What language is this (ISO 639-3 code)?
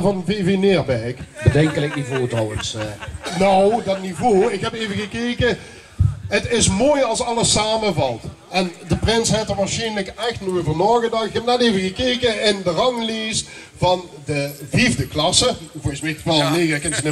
lim